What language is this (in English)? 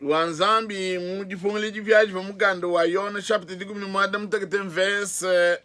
Luba-Lulua